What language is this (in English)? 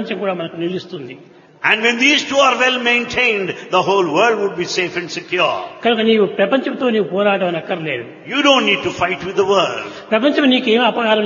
Telugu